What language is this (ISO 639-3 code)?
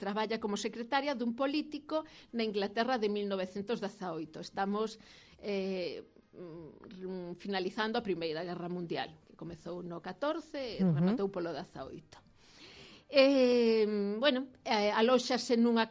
glg